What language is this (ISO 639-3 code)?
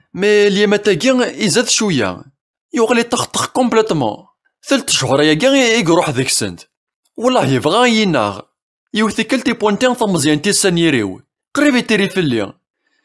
kab